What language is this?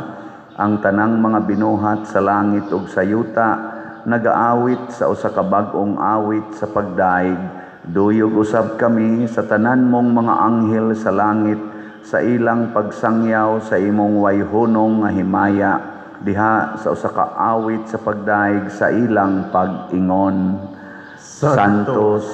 Cebuano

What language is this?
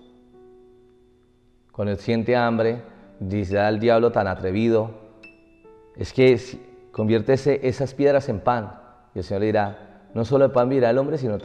Spanish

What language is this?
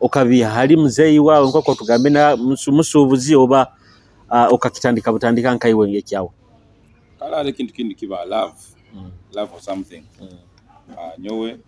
Nyoro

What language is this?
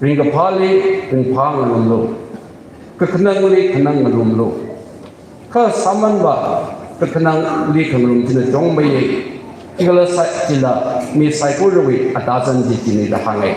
Tangkhul Naga (India)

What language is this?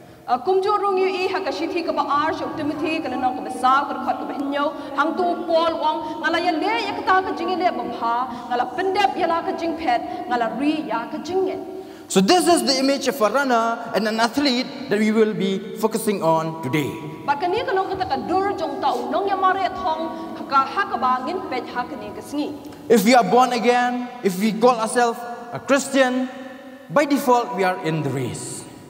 Khasi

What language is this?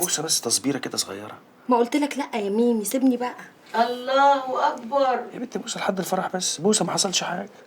Egyptian Arabic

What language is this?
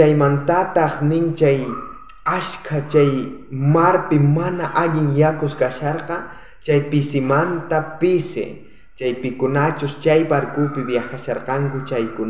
South Bolivian Quechua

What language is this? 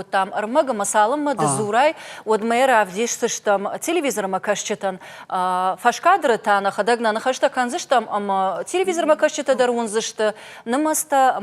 Ossetic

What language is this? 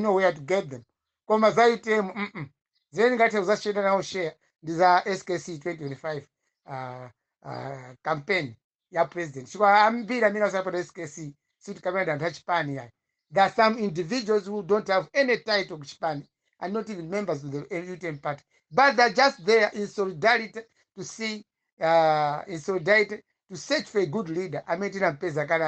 Nyanja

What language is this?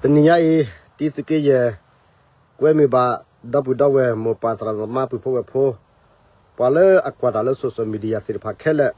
S'gaw Karen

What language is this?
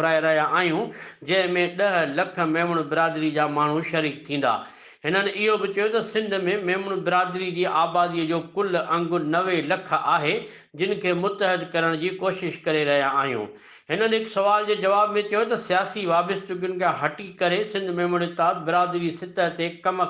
Sindhi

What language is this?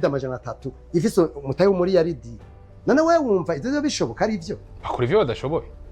Rundi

